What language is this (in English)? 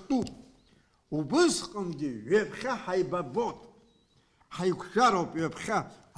Abkhazian